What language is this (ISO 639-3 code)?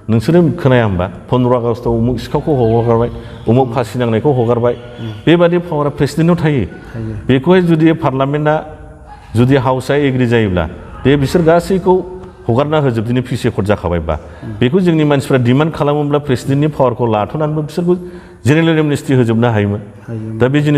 brx